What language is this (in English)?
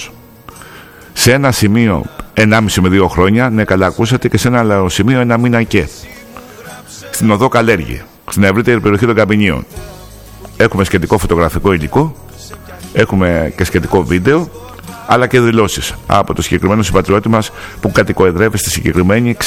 Greek